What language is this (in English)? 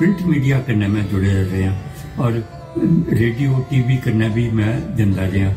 Dogri